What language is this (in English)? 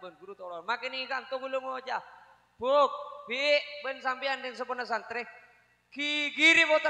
Madurese